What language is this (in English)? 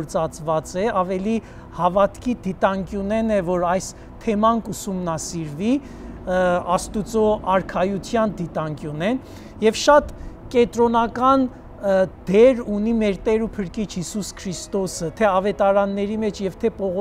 Armenian